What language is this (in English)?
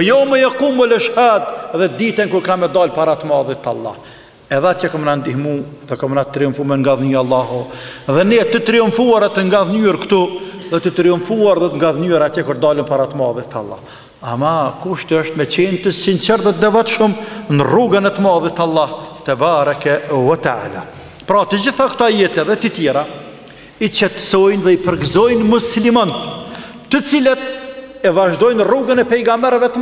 Albanian